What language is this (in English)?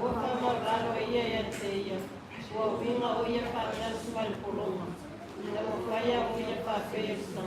Samoan